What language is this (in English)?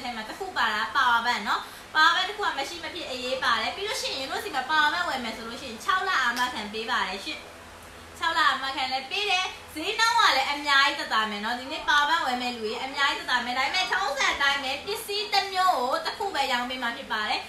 Burmese